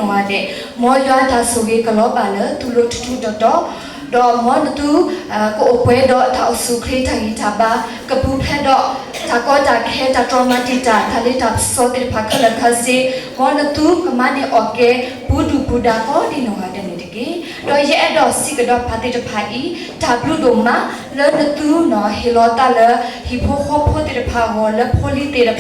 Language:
S'gaw Karen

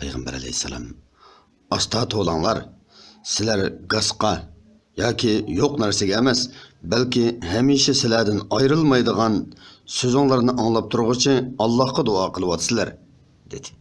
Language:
Uyghur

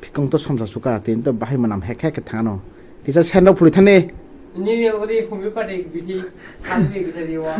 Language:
Kok Borok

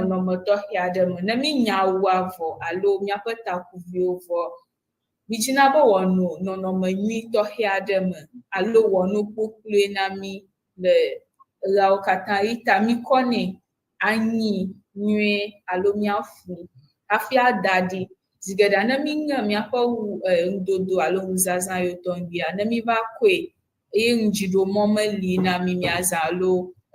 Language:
Ewe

